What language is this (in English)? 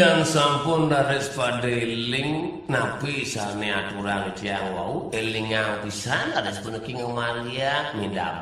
Balinese